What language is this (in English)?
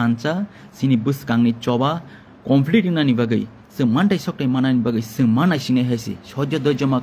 Kok Borok